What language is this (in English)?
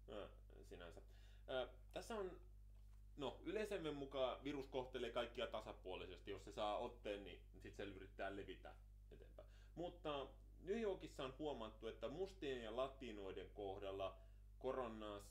Finnish